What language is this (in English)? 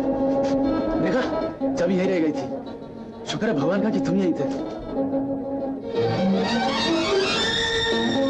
Hindi